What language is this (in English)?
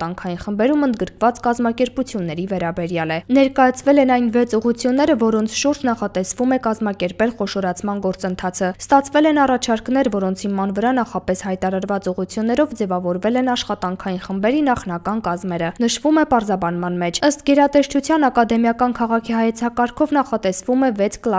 Armenian